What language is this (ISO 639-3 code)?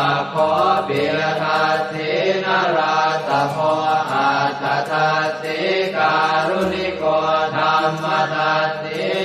pli